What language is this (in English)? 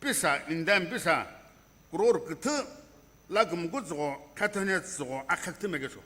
Sumi Naga